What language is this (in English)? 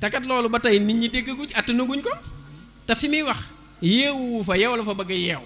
Wolof